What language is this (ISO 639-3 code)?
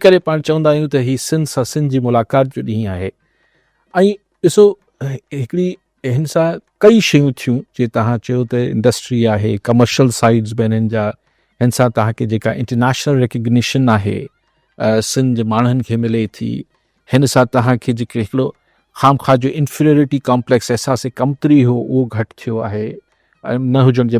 snd